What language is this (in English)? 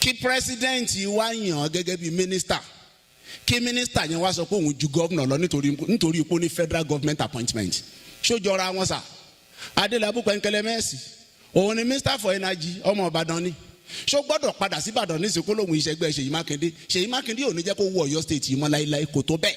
Yoruba